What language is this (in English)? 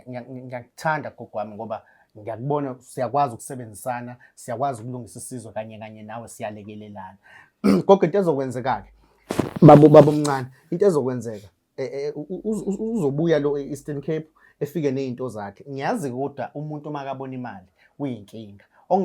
Zulu